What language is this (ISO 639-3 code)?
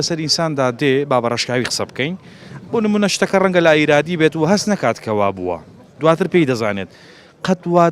ckb